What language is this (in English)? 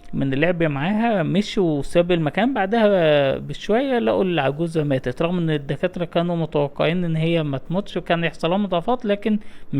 Egyptian Arabic